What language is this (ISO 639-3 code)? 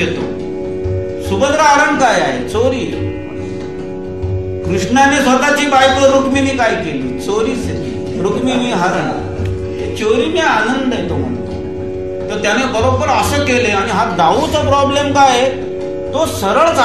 mar